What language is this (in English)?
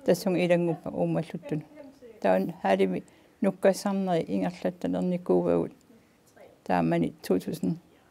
Kalaallisut